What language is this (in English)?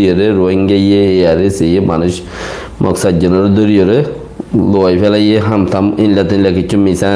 Rohingya